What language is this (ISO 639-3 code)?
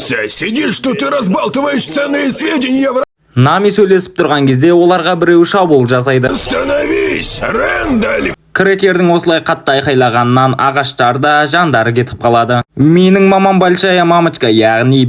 kaz